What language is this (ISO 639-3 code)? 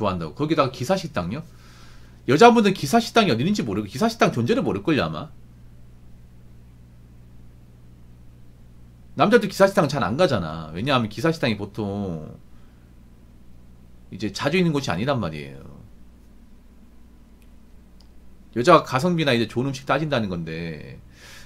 kor